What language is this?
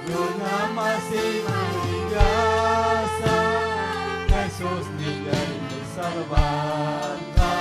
Ayacucho Quechua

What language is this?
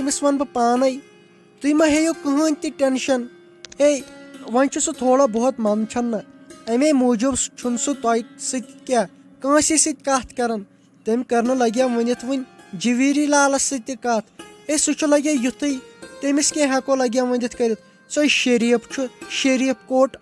Kashmiri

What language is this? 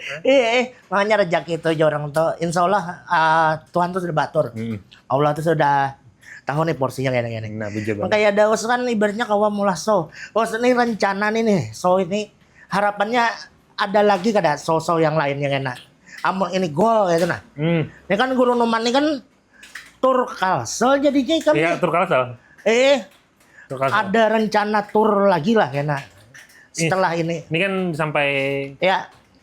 Banjar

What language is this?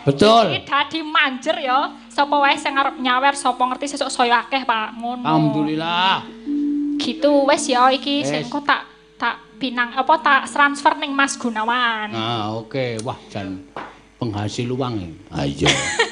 Javanese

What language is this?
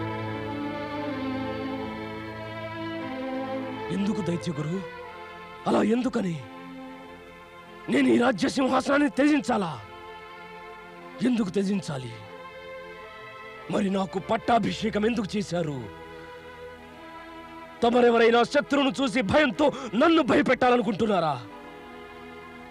Telugu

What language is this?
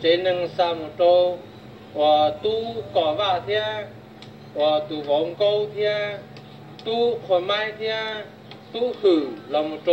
Hmong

